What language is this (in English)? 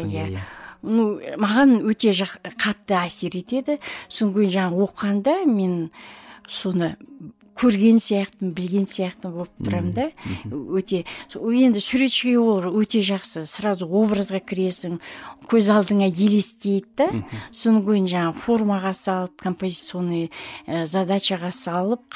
Kazakh